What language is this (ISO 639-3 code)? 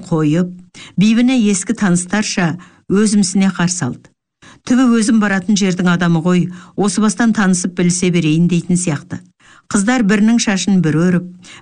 kaz